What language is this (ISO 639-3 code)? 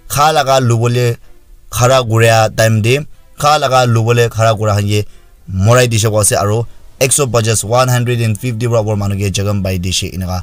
nag